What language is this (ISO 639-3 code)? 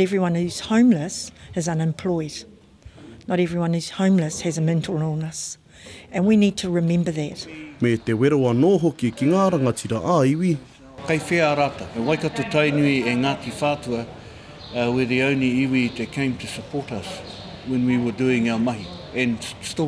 mri